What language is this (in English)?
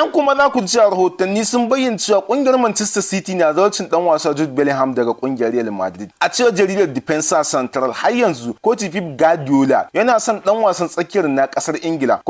Hausa